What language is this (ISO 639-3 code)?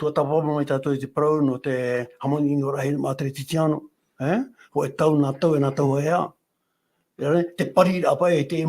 tah